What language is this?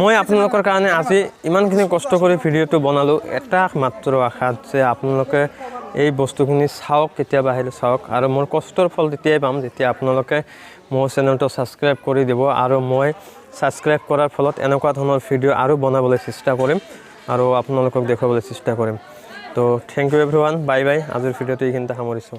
Assamese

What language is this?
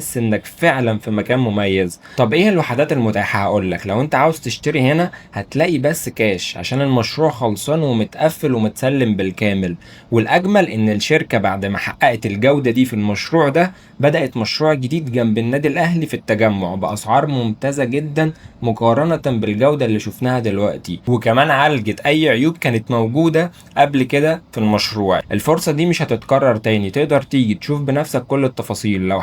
Egyptian Arabic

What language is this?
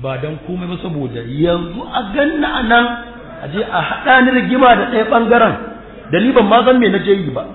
Hausa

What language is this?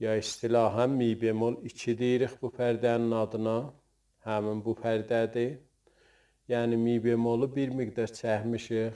South Azerbaijani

